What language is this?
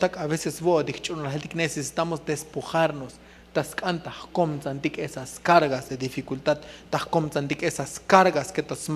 Tzotzil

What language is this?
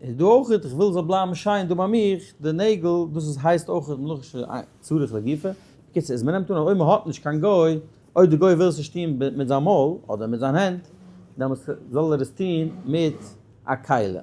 Yiddish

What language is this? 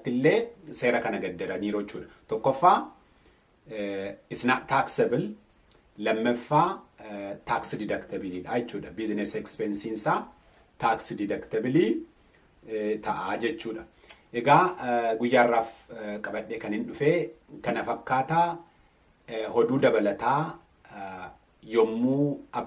Oromo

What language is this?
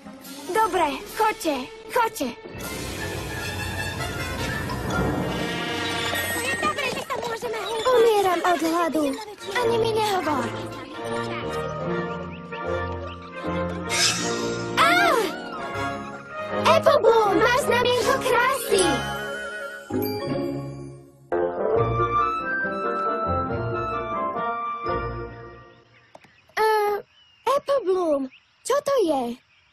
Slovak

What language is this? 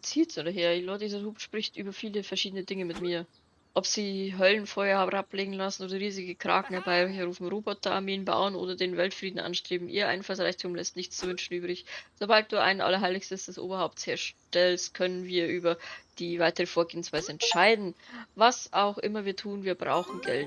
Bavarian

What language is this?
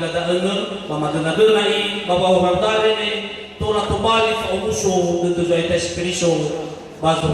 Nias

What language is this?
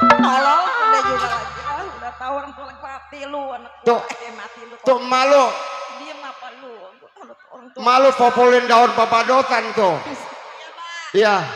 Betawi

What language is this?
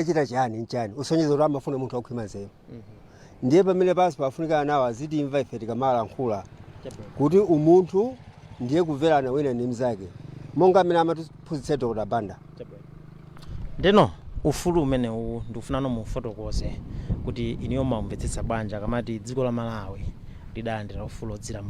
Nyanja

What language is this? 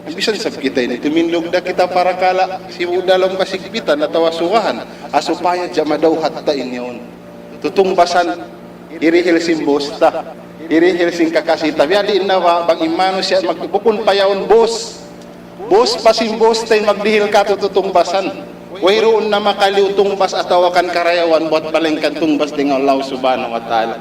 Tausug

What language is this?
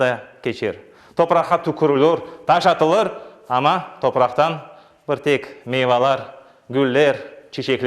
Crimean Tatar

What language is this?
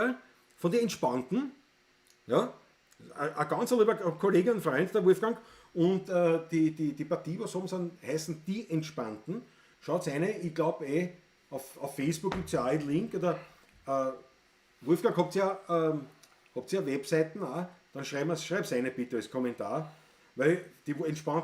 Bavarian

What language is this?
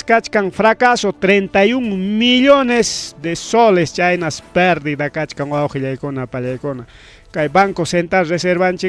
Ayacucho Quechua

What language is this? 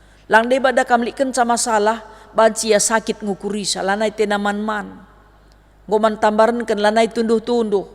Batak Karo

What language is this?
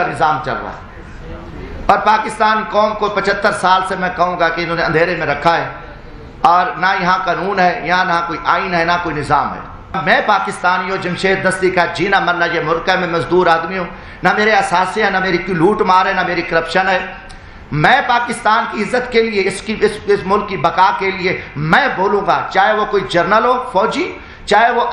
Urdu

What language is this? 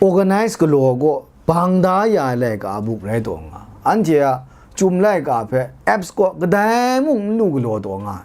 Kachin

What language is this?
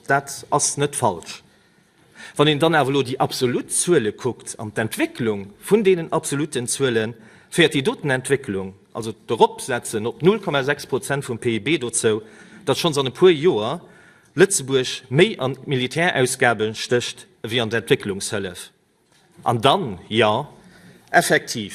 Luxembourgish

